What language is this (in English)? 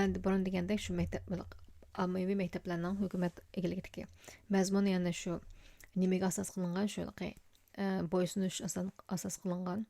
Uyghur